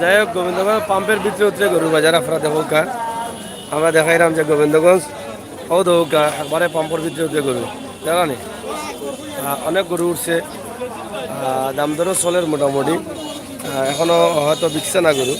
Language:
Sylheti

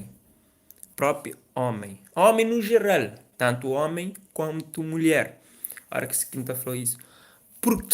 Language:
Kabuverdianu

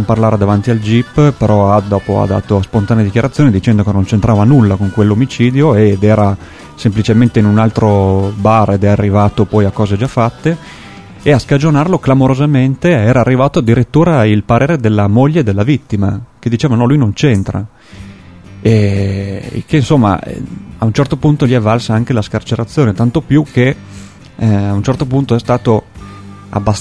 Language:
Italian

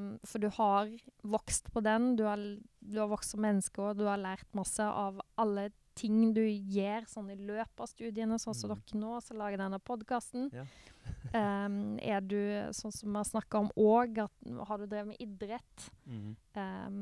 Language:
Norwegian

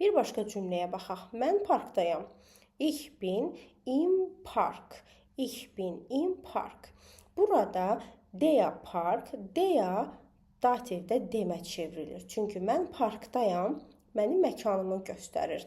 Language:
Azerbaijani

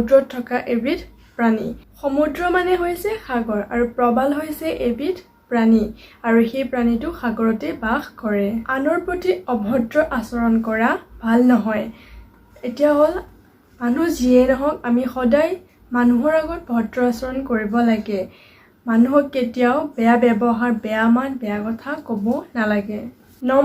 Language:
Assamese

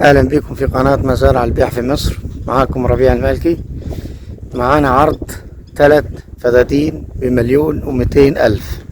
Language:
Egyptian Arabic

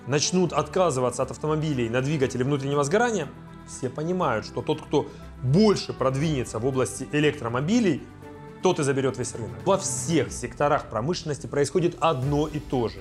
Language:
Russian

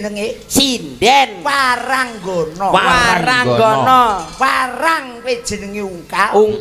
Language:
Javanese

